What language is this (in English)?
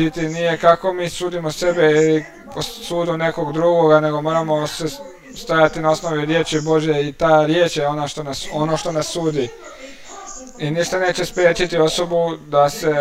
Croatian